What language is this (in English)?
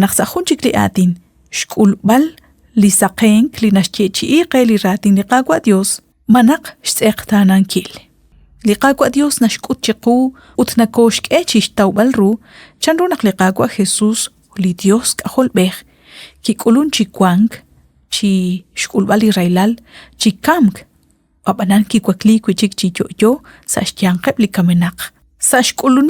Kekchí